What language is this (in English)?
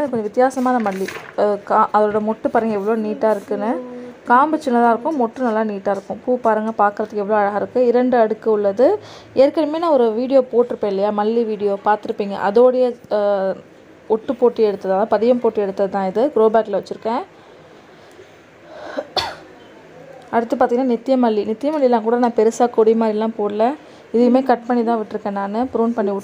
Tamil